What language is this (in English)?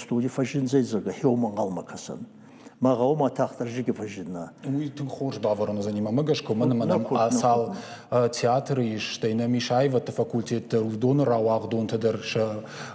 Ossetic